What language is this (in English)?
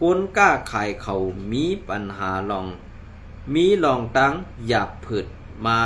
Shan